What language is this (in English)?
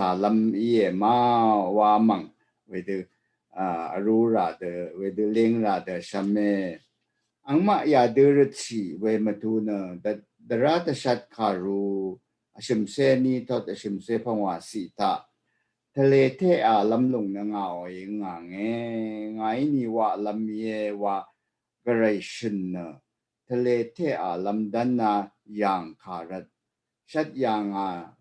Rawang